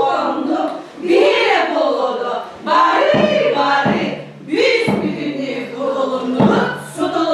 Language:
Yakut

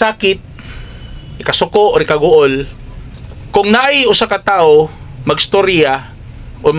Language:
Cebuano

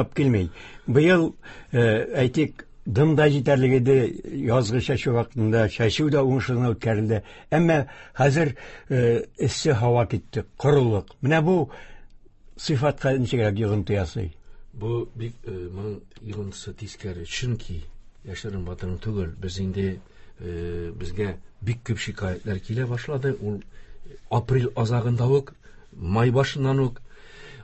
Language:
Tatar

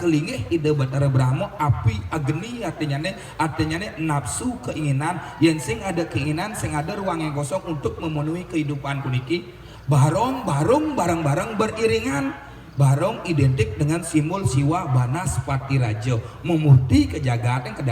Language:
Balinese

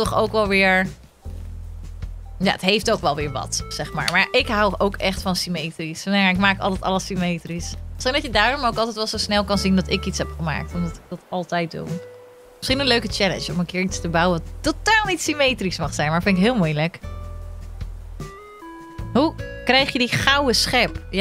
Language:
Dutch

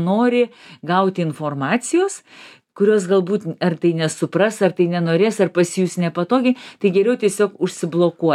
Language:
Lithuanian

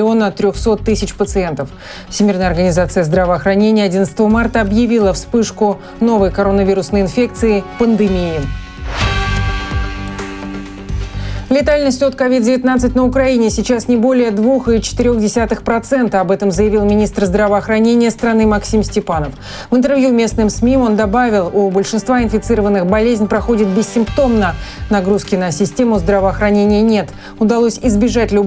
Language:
Russian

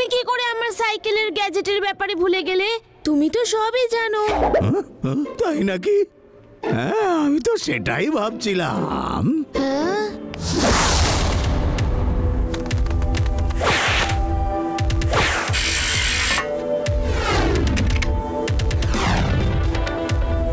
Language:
Bangla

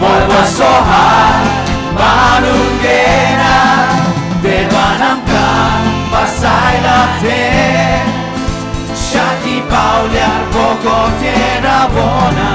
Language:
Konkani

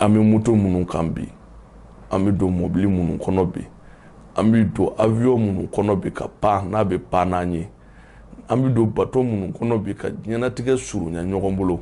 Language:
Bambara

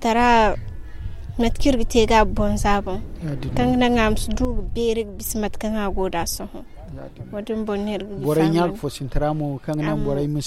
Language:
Zarma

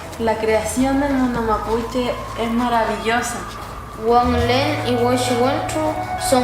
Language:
Mapuche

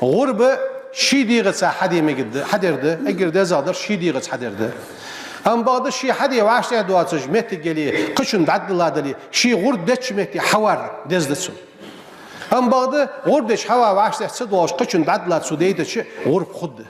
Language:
Ingush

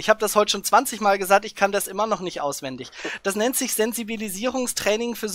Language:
German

